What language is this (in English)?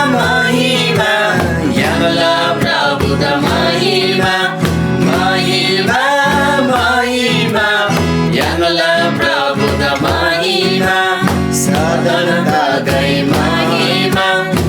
Eastern Tamang